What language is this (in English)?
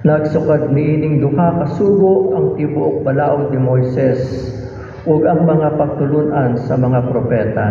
Cebuano